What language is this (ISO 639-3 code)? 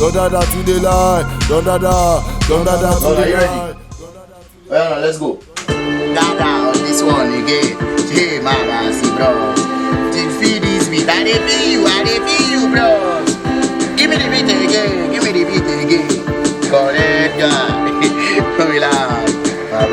pcm